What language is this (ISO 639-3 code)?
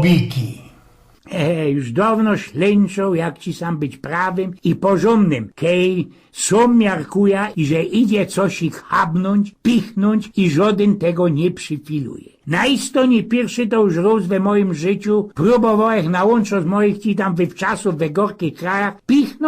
szl